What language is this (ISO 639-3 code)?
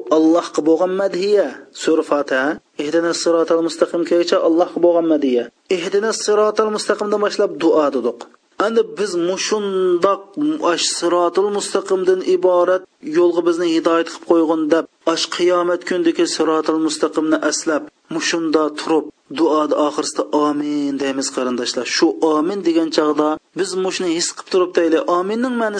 uig